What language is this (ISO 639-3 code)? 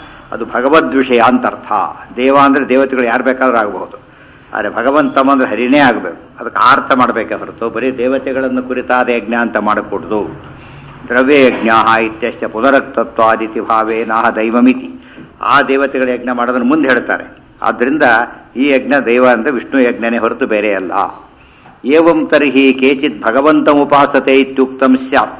kan